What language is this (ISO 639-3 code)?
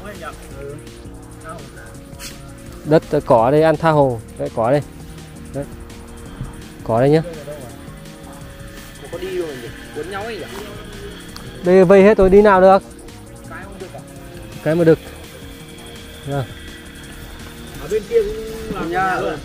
vie